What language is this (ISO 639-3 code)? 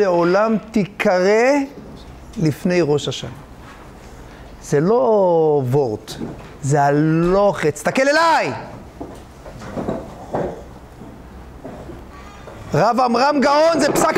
heb